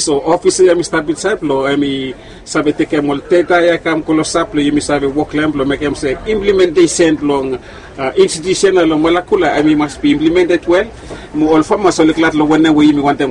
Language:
Bislama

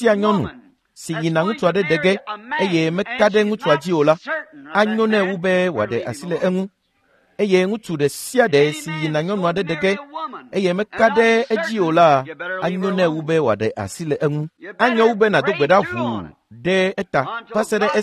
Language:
Ewe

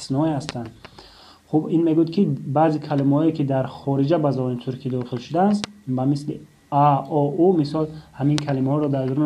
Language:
Tajik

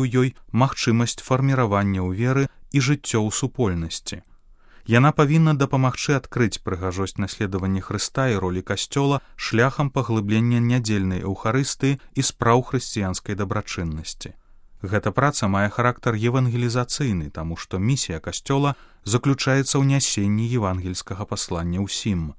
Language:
Belarusian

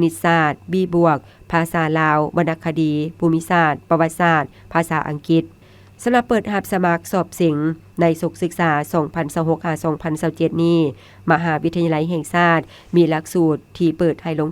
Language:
Lao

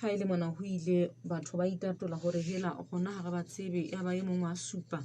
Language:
Southern Sotho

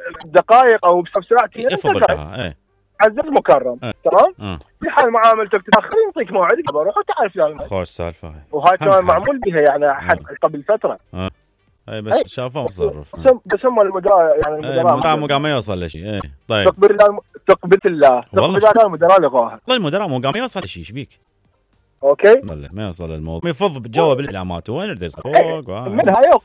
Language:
Mesopotamian Arabic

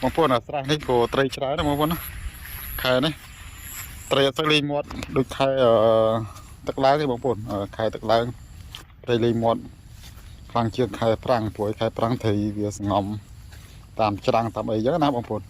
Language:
Khmer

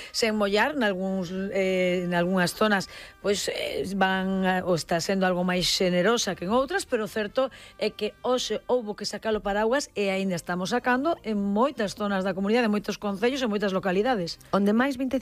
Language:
Galician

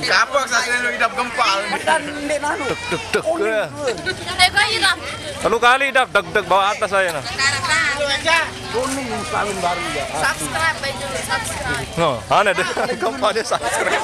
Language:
Sasak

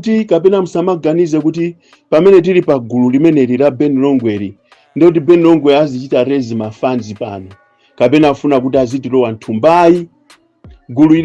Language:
Nyanja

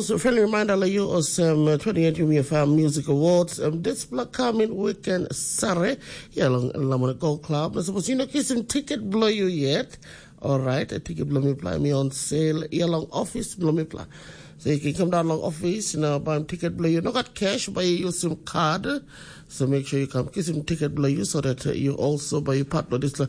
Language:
Tok Pisin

